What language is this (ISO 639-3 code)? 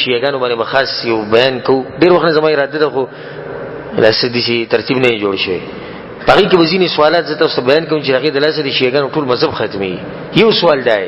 pus